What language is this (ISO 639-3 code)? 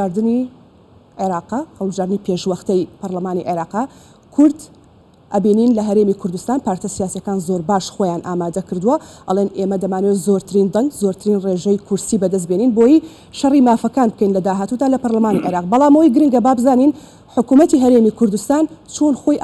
ckb